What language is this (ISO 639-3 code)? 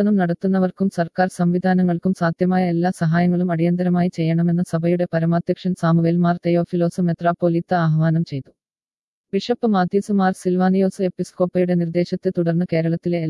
mal